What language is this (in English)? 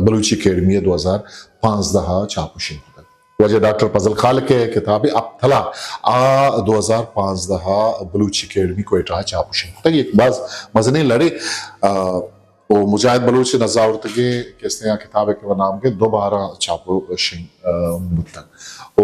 Eastern Balochi